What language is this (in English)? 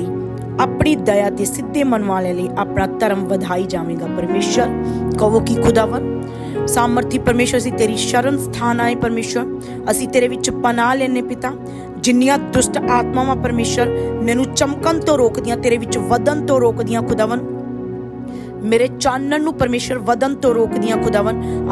Punjabi